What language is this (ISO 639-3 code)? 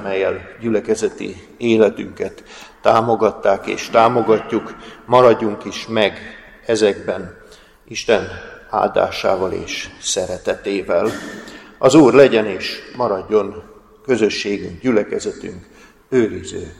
hun